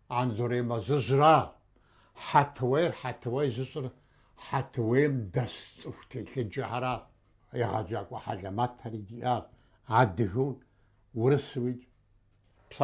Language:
Kabardian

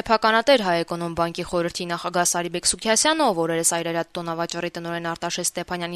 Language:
Armenian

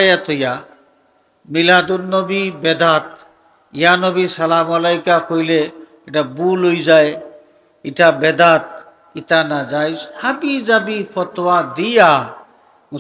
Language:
Sylheti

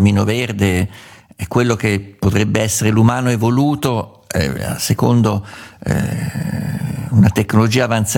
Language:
Italian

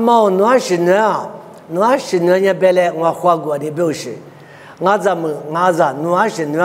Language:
Lisu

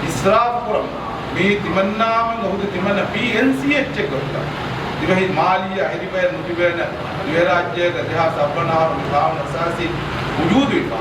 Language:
Divehi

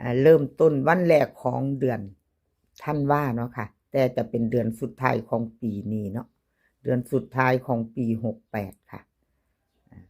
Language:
Northeastern Thai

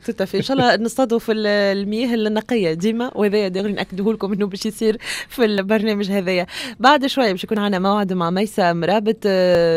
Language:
Tunisian Arabic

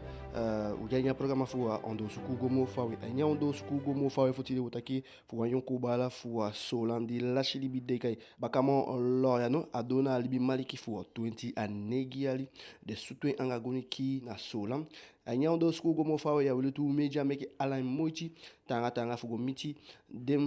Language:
Eastern Maroon Creole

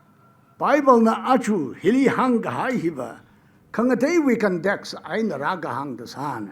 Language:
Tangkhul Naga (India)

